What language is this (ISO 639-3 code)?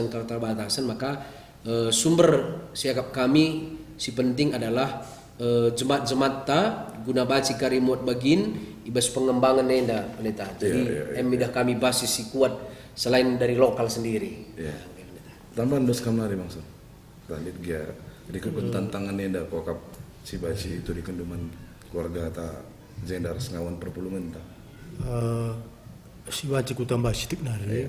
btx